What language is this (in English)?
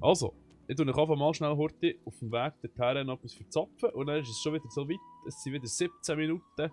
Swiss German